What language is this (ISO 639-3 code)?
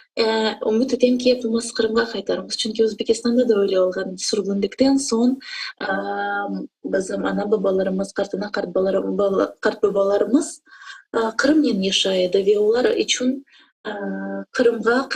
crh